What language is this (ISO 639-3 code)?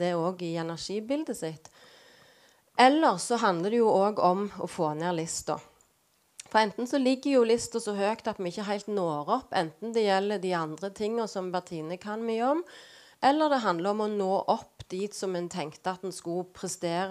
nor